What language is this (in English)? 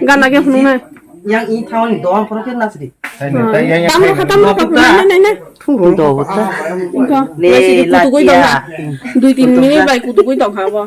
Kok Borok